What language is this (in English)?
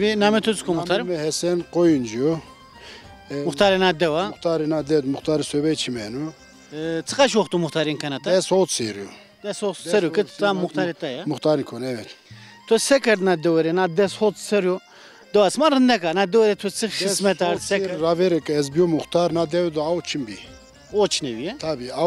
Zaza